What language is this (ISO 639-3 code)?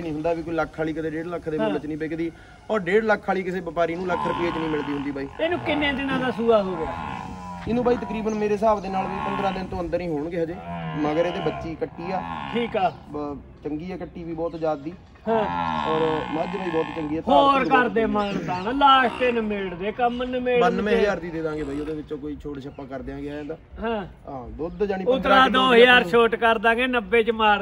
pan